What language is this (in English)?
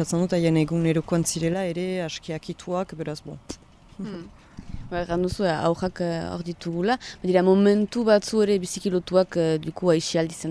Basque